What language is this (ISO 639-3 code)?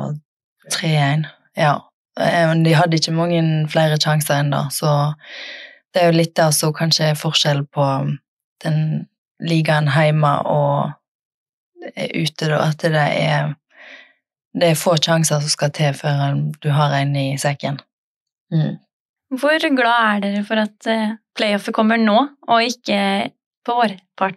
nor